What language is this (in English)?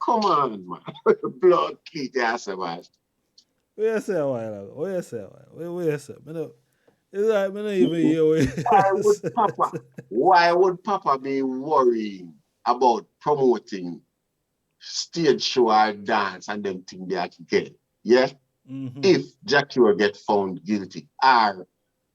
Jamaican Creole English